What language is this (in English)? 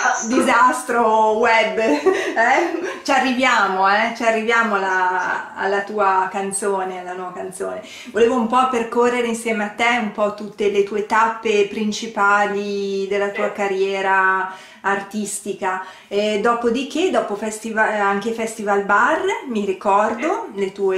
Italian